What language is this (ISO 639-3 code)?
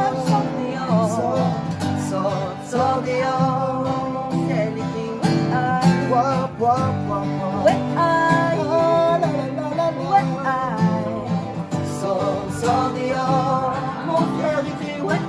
rcf